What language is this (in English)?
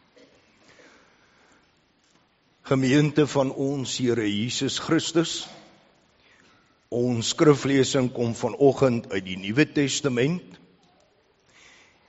Afrikaans